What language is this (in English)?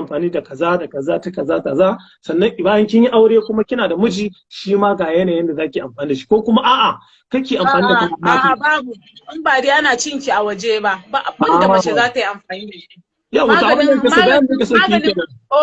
Hausa